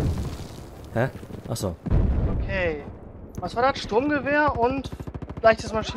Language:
German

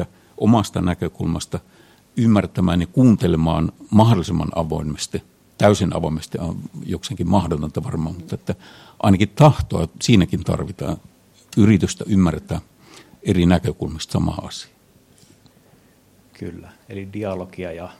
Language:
Finnish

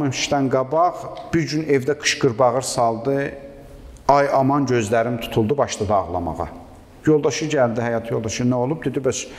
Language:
Azerbaijani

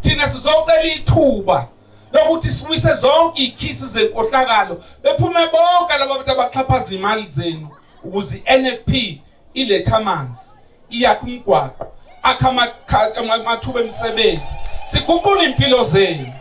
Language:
Zulu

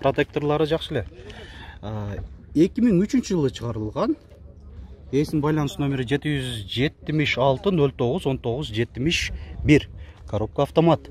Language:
Kyrgyz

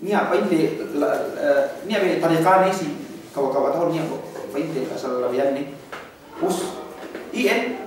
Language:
Yakan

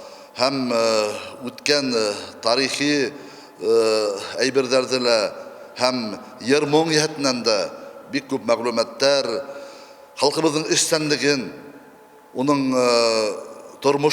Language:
Bashkir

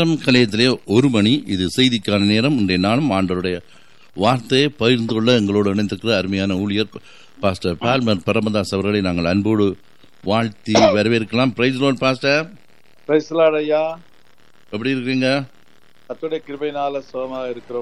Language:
Tamil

